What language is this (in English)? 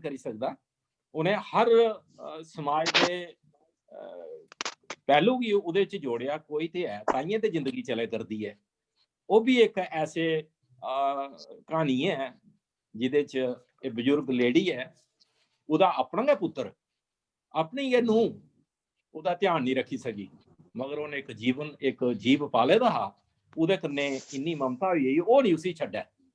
Dogri